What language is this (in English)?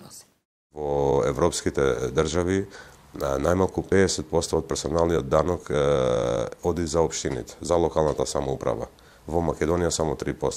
Macedonian